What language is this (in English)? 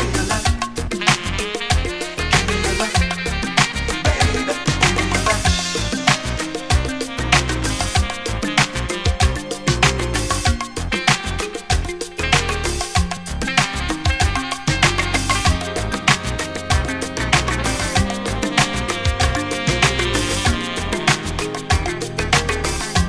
English